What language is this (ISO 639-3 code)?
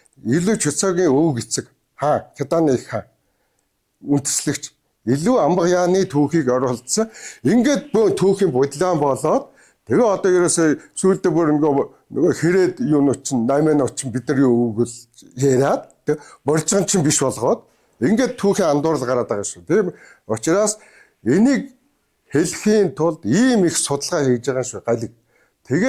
mon